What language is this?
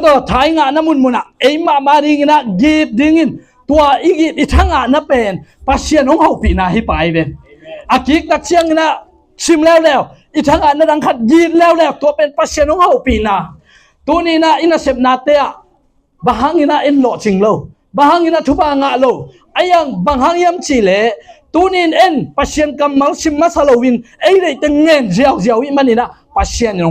Tedim Chin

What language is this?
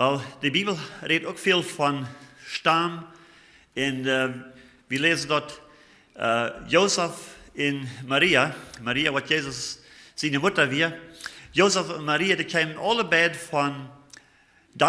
Plautdietsch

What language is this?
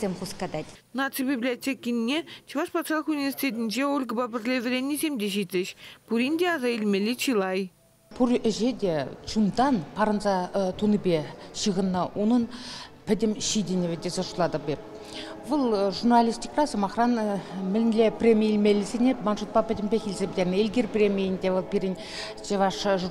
Chuvash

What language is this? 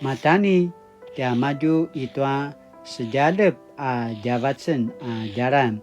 Paiwan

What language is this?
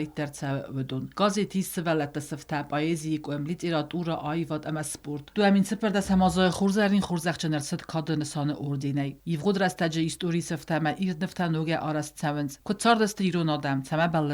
Ossetic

